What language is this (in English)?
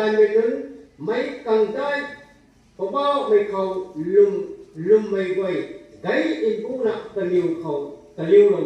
Rongmei Naga